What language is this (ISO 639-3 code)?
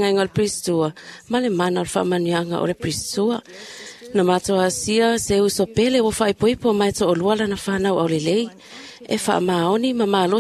smo